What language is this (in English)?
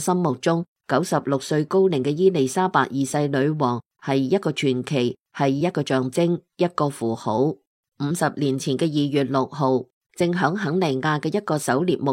Cantonese